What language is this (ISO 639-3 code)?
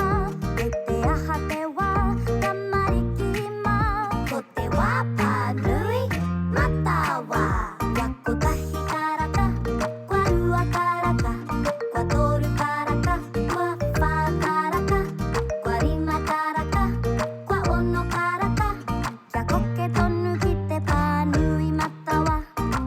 mri